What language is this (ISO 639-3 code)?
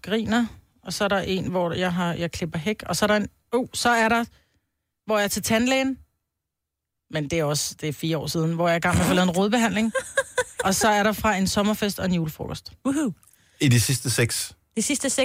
dan